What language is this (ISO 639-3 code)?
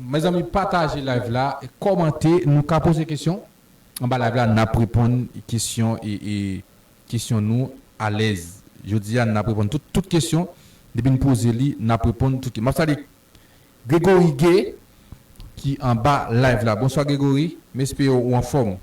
hat